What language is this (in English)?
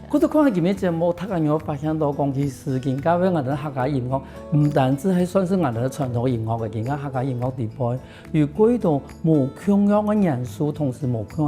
Hakka Chinese